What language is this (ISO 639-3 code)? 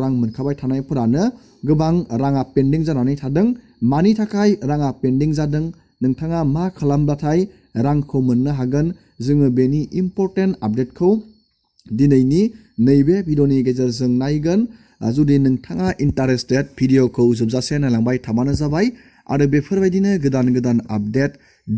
brx